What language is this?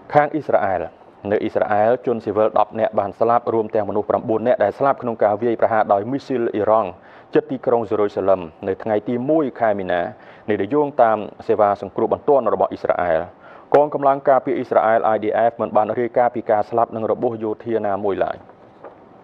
Khmer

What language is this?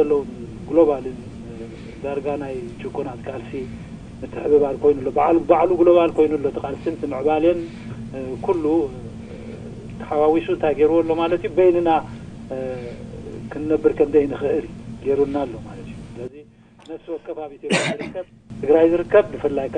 Tigrinya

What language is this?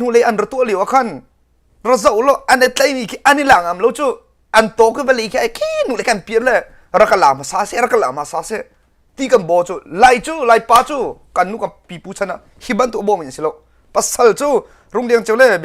Hakha Chin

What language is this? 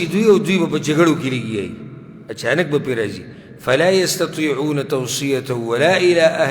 Pashto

